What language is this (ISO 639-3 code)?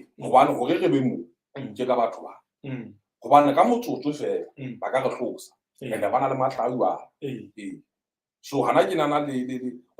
sot